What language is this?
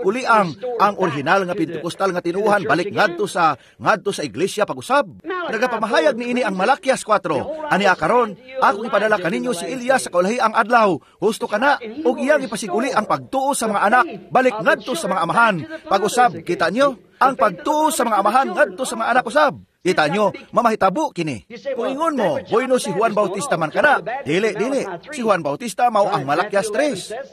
Cebuano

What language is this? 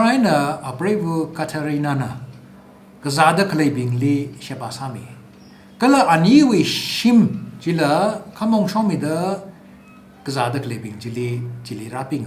Tangkhul Naga (India)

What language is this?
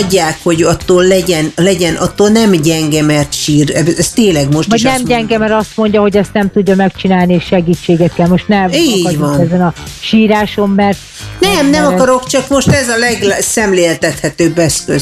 Hungarian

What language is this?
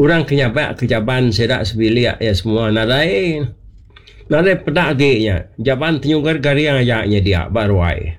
Iban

